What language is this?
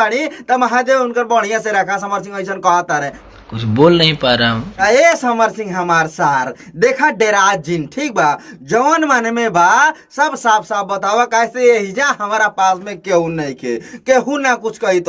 Bhojpuri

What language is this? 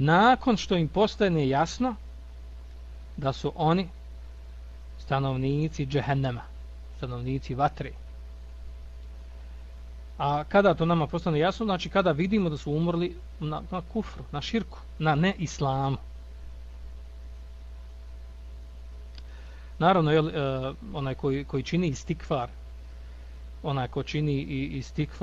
Bosnian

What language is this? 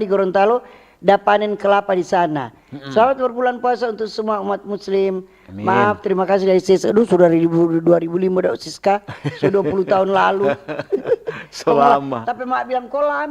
Manado Malay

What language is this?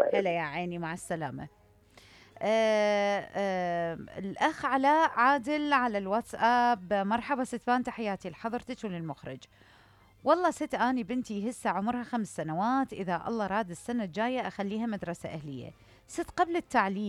Mesopotamian Arabic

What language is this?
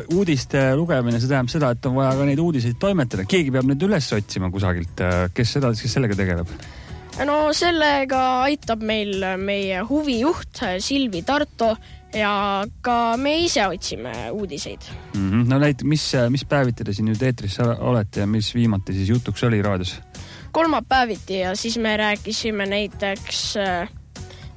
Estonian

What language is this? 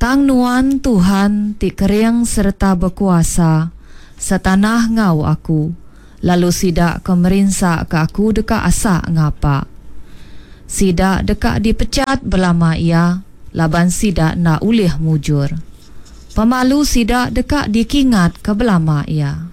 Iban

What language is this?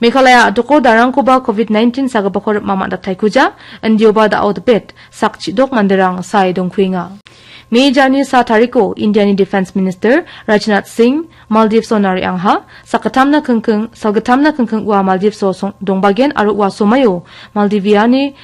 Garo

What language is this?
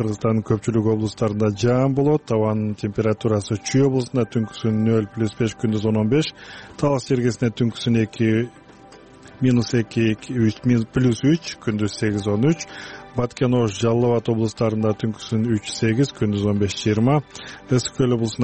Kyrgyz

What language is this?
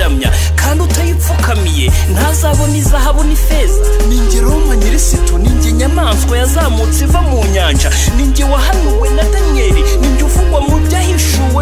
Kinyarwanda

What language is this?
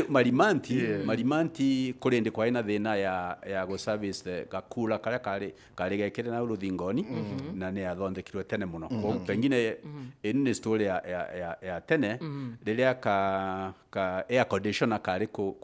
Meru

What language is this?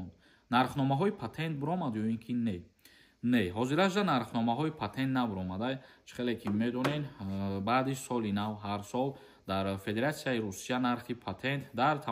Tajik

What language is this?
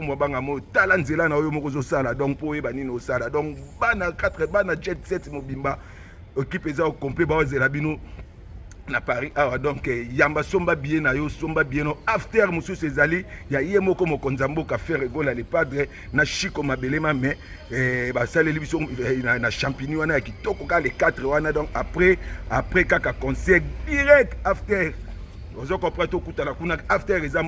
Lingala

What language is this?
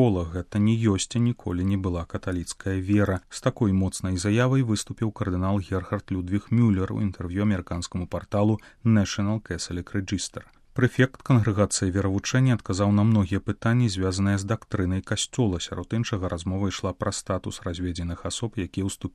Belarusian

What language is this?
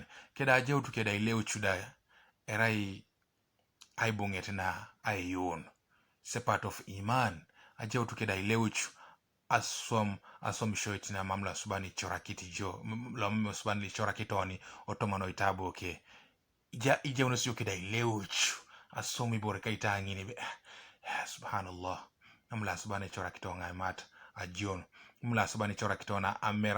Teso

